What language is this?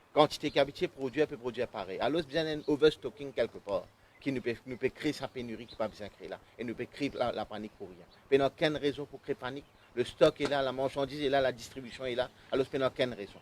Morisyen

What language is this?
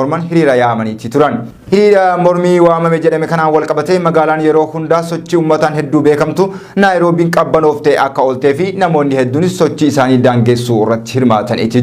Oromo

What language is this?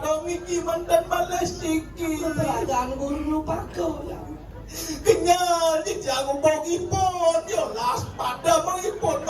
Balinese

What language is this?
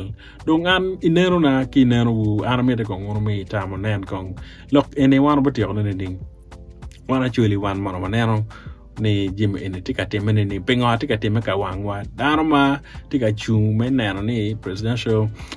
Acoli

